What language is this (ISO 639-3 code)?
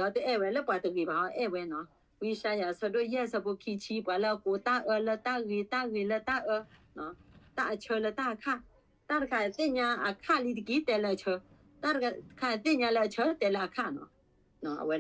ksw